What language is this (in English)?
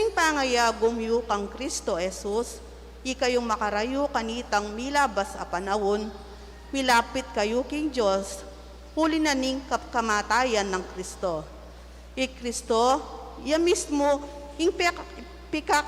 Pampanga